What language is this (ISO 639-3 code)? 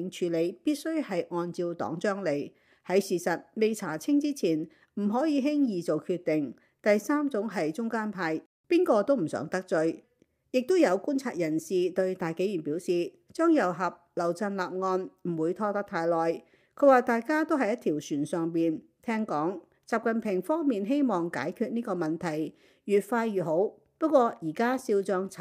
yue